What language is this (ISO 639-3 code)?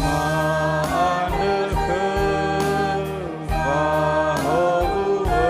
nia